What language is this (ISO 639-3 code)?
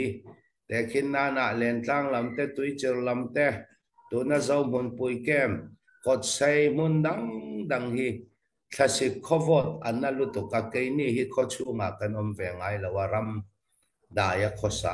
cfm